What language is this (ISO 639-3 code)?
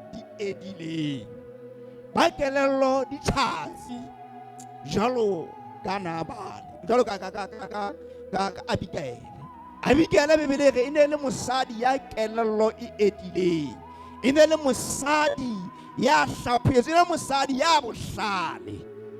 sot